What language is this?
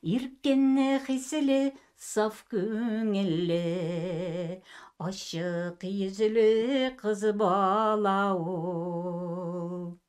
Tatar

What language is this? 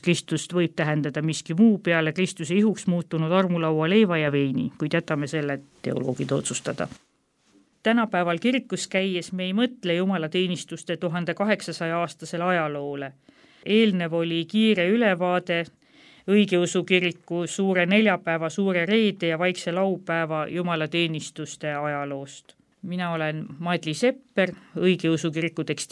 Estonian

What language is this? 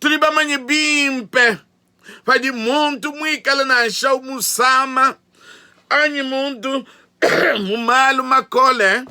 Luba-Lulua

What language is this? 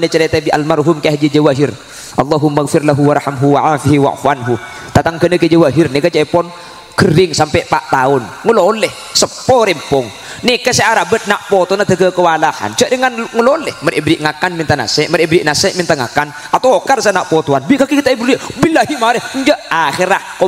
Madurese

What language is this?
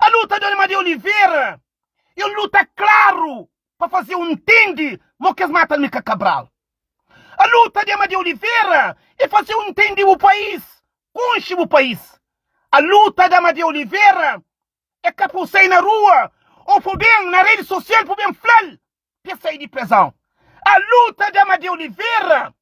Kabuverdianu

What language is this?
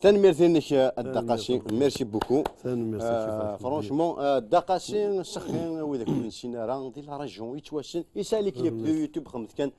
Kabyle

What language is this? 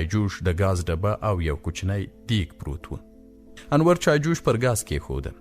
Pashto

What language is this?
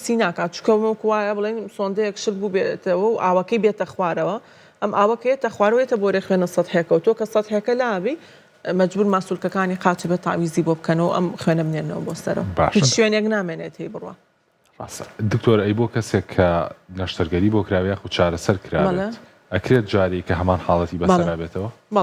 Central Kurdish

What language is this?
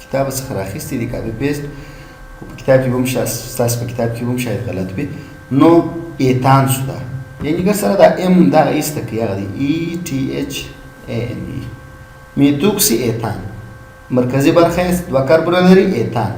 Pashto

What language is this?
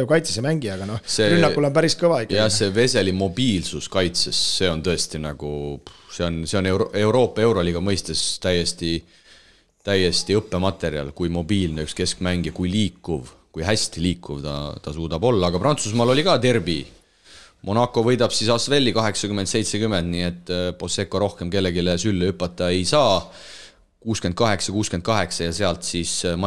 Estonian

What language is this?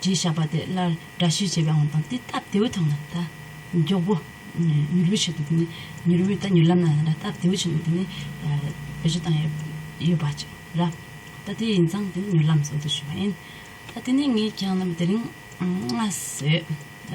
Tibetan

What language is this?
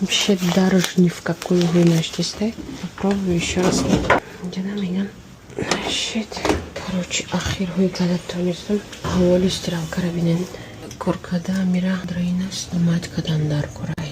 Tajik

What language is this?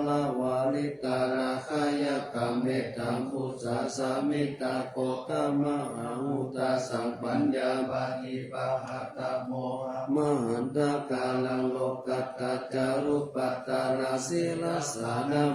Pali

